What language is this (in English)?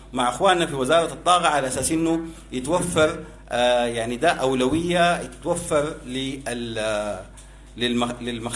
Sudanese Arabic